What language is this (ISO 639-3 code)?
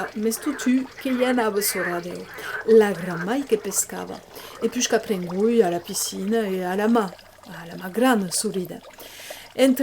oci